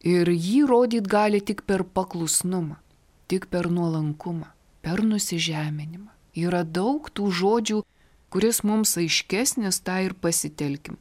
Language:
Lithuanian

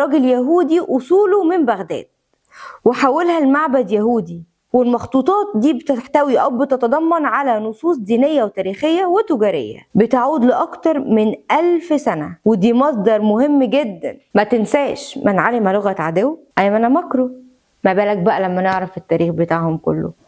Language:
Egyptian Arabic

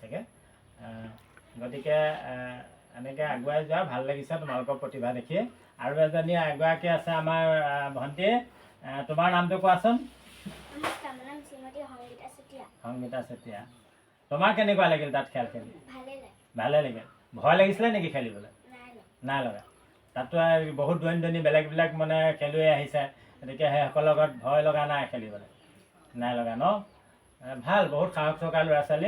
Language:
Assamese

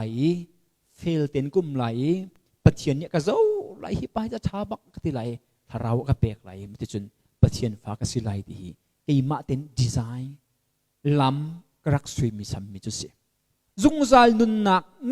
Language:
Hakha Chin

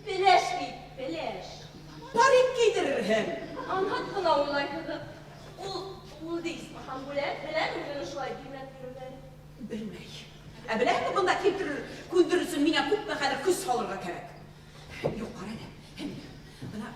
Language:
Bashkir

